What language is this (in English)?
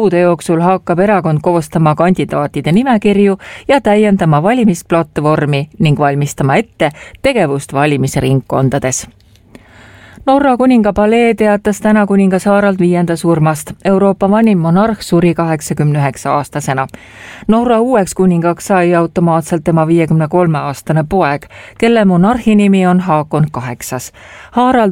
Estonian